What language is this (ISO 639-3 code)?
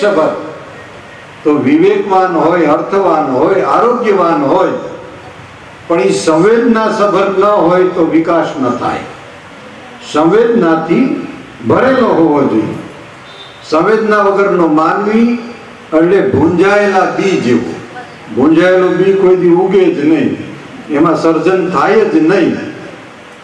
guj